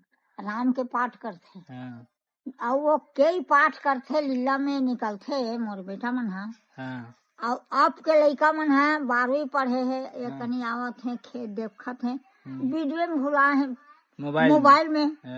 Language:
Chhattisgarhi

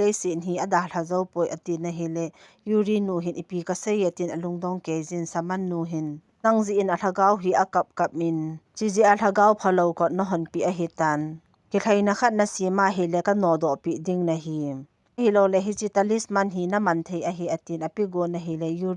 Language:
Thado Chin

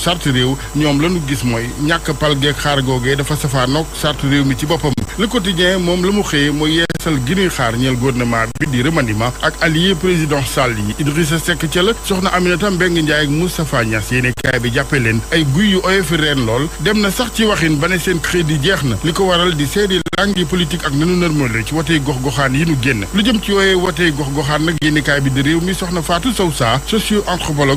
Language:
Wolof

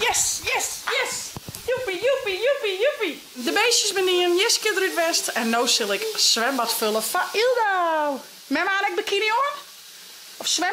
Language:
Western Frisian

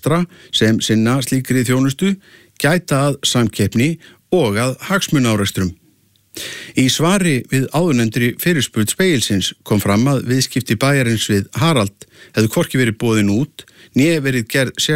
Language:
Icelandic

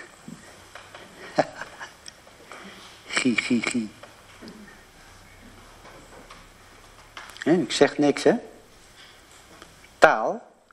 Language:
Dutch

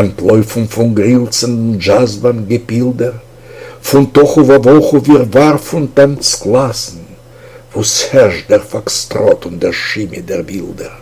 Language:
Yiddish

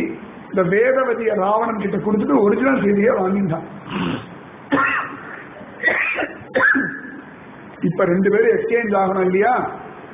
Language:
Tamil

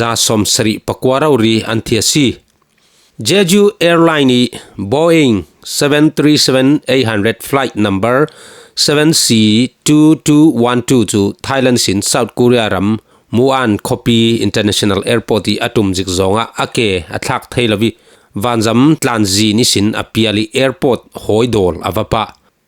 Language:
Falam Chin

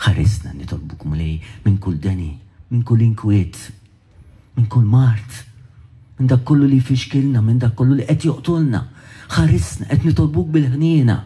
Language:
Maltese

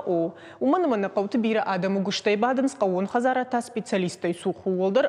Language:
Ossetic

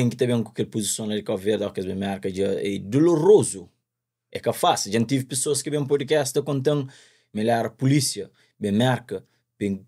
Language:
Kabuverdianu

